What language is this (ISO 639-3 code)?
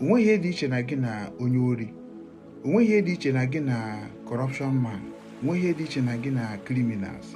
ibo